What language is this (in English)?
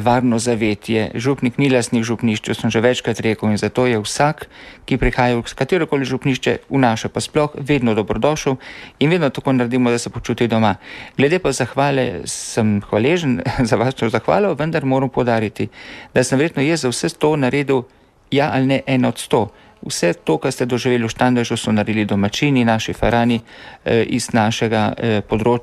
Slovenian